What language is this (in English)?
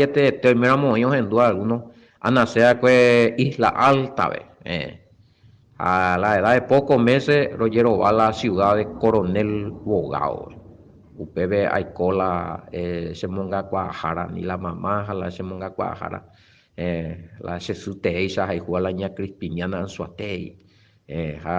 Guarani